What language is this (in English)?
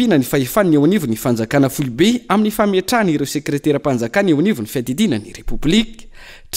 Malagasy